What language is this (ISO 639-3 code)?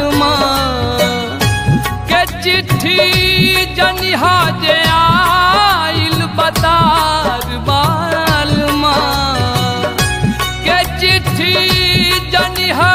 bho